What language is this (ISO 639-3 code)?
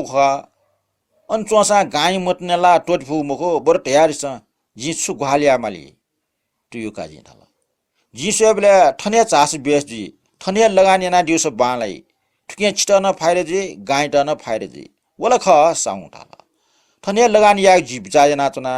new